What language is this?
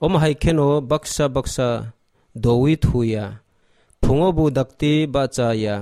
Kok Borok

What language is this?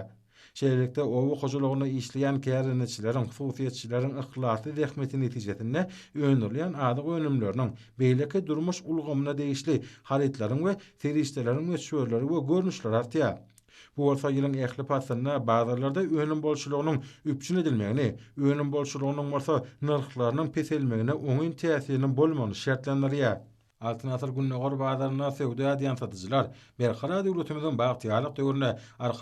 Turkmen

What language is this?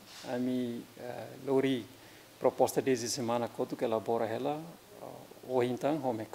Tetum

